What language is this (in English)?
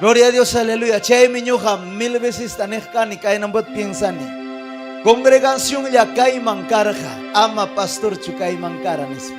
Ayacucho Quechua